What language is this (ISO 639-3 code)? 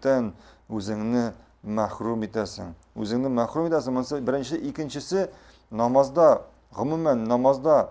tat